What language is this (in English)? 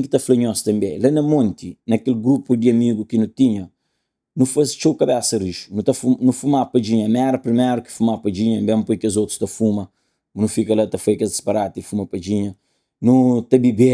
Kabuverdianu